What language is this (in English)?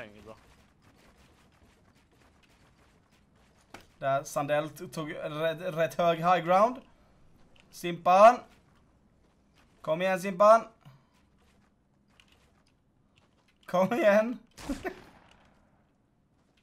Swedish